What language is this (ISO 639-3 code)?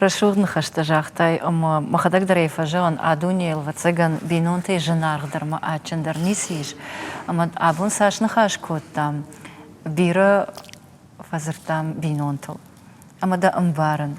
oss